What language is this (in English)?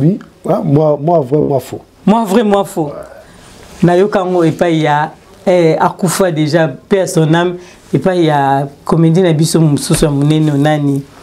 Lingala